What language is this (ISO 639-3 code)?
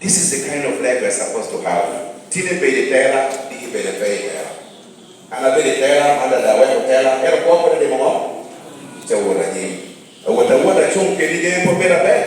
laj